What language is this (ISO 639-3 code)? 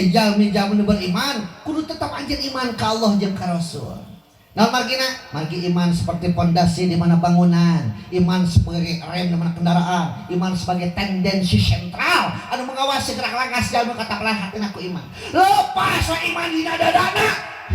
sun